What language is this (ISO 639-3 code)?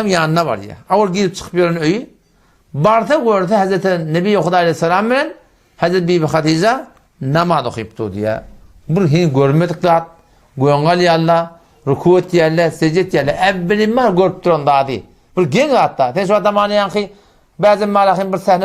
tuk